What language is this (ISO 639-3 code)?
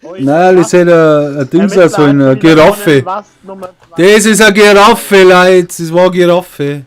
bar